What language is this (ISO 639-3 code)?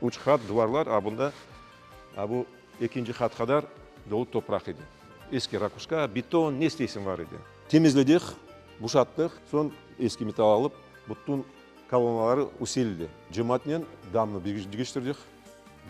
crh